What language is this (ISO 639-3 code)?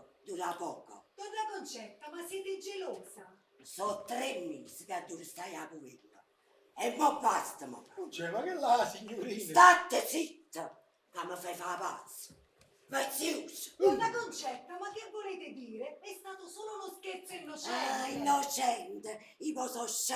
nap